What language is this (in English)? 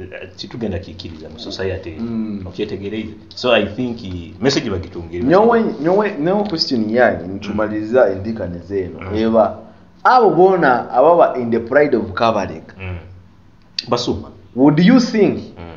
Nyoro